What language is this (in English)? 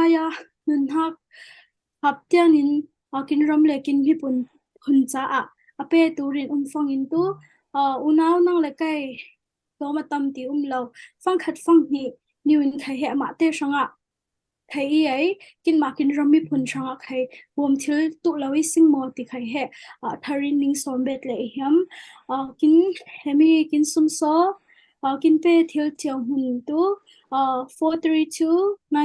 Falam Chin